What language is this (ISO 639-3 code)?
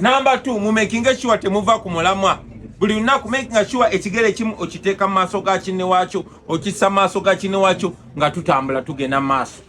lug